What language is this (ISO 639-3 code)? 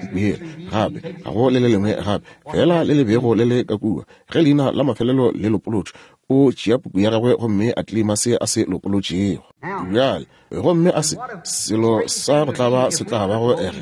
nso